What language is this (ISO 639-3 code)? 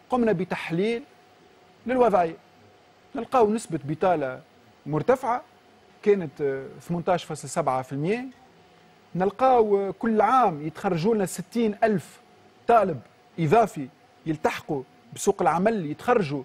aeb